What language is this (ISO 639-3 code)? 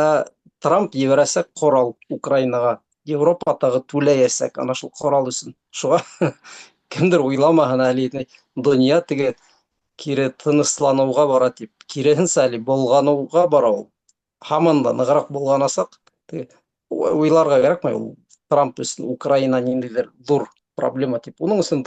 bak